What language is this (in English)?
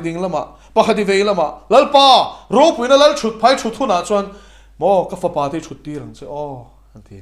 Mizo